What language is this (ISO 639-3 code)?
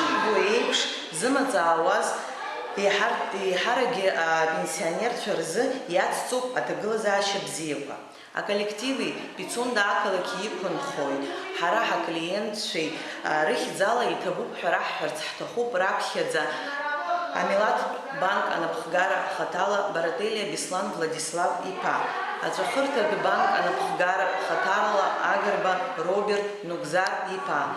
abk